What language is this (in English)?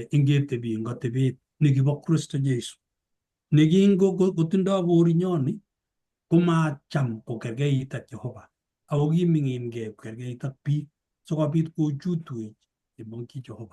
Kalenjin